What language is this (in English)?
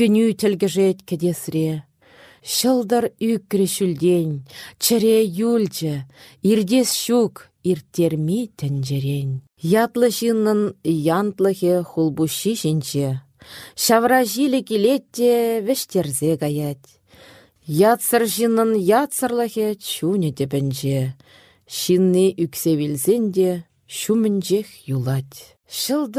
Chuvash